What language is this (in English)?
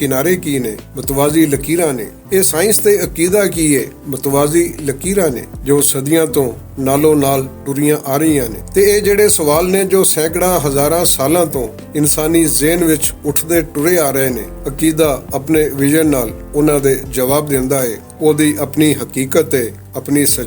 Western Panjabi